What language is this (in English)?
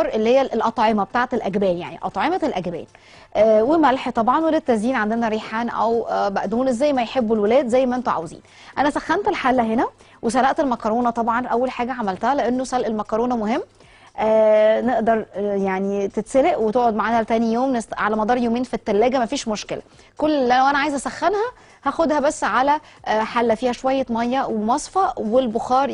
Egyptian Arabic